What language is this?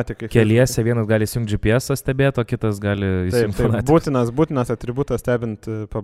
Lithuanian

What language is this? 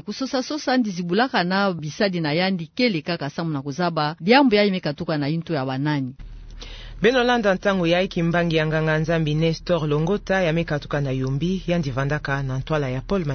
Kituba (Democratic Republic of Congo)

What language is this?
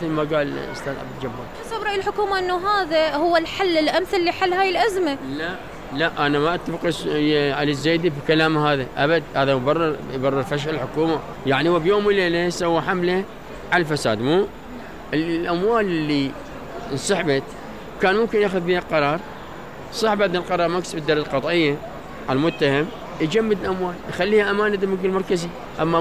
Mesopotamian Arabic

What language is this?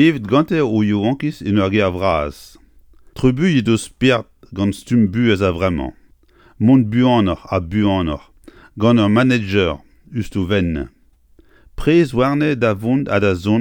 Breton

